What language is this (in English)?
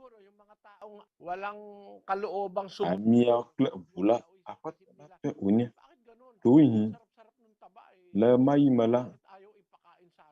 Ewe